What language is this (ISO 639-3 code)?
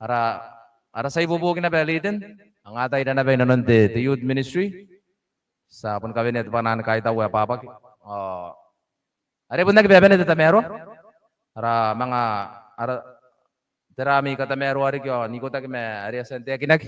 gil